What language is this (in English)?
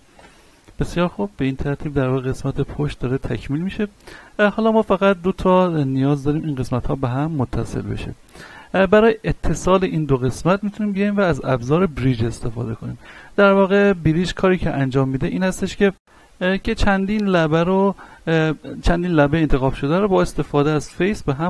Persian